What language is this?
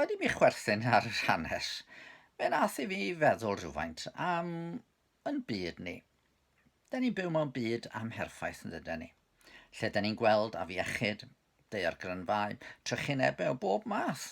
Welsh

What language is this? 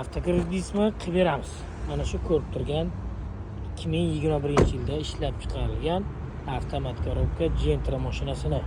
Uzbek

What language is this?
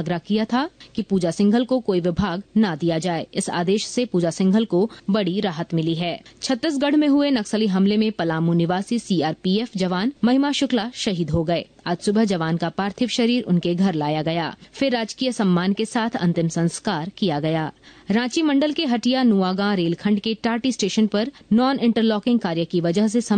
Hindi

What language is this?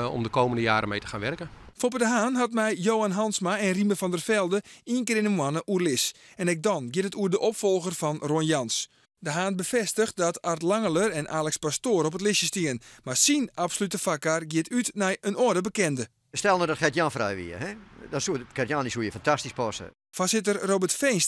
Western Frisian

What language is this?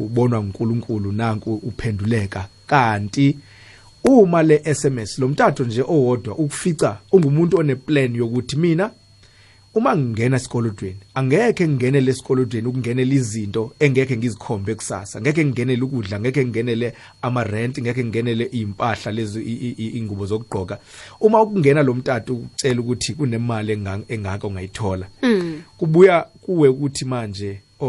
South Ndebele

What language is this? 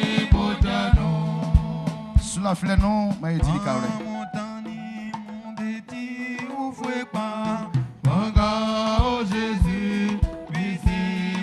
Baoulé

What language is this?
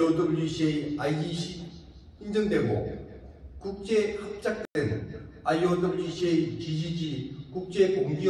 Korean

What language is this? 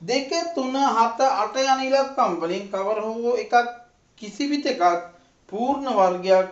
Sinhala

